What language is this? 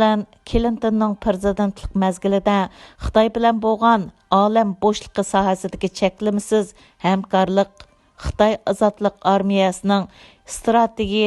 Uyghur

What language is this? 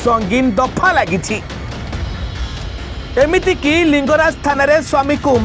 Odia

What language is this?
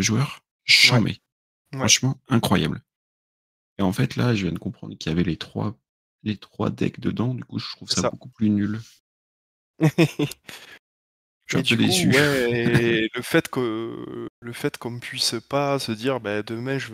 French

